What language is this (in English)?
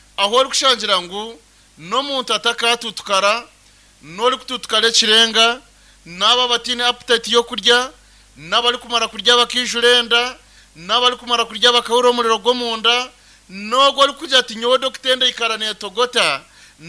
Nyankole